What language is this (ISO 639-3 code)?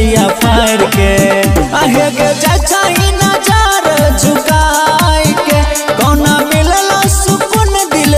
bho